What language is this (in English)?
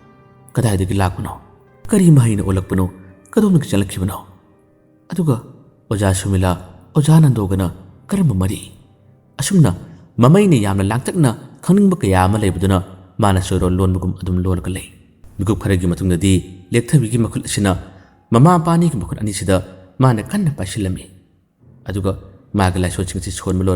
Manipuri